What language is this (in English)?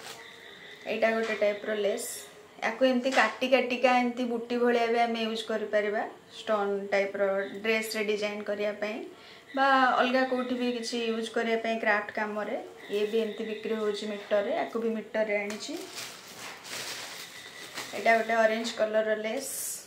Odia